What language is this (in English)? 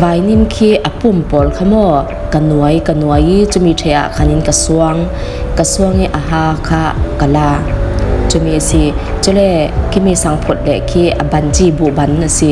Falam Chin